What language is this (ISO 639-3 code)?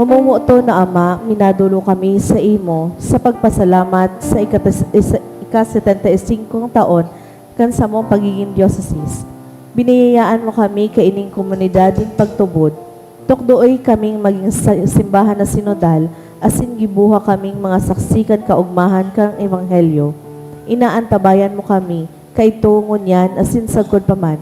bik